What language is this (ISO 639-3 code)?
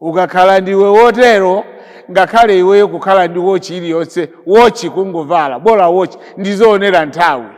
nya